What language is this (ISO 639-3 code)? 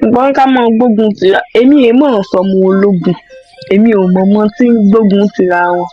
yor